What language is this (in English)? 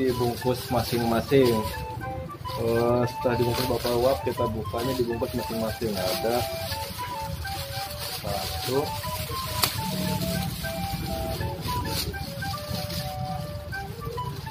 Indonesian